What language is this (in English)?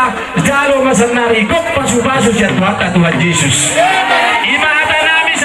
Batak Toba